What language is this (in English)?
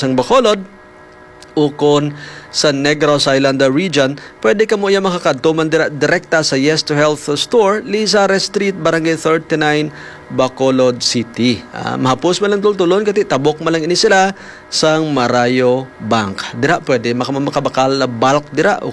Hiligaynon